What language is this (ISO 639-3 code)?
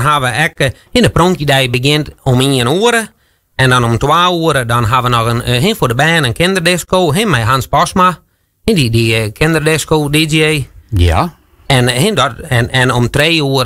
fry